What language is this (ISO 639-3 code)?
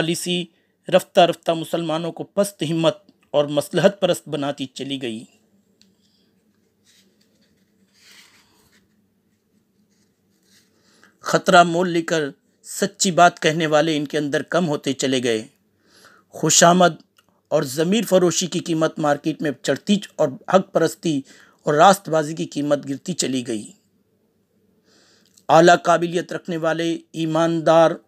urd